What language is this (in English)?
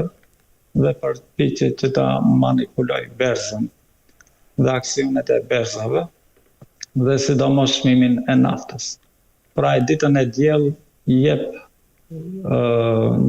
Albanian